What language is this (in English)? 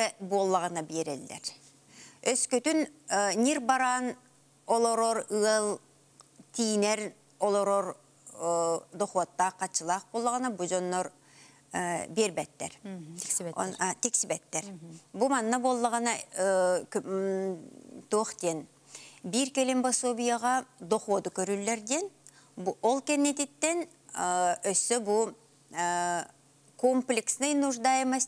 Yakut